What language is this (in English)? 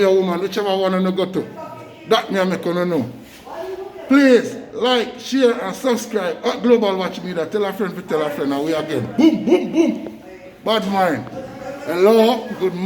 Jamaican Creole English